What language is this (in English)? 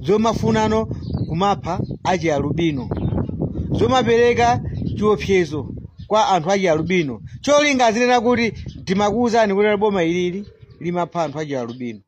Nyanja